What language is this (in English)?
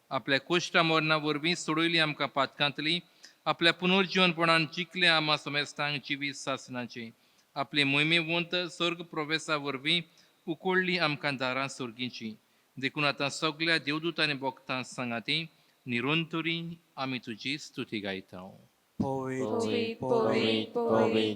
Konkani